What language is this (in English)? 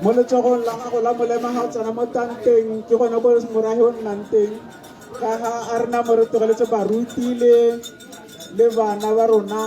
Tswana